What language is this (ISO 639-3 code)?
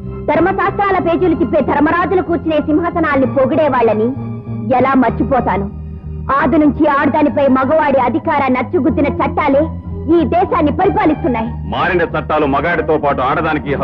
tel